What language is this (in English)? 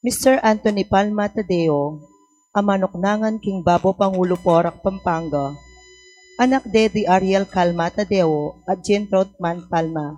Pampanga